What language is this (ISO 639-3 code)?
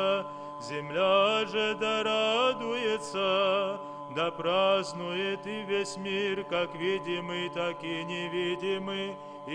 abk